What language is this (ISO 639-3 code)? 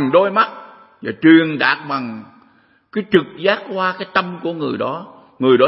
vie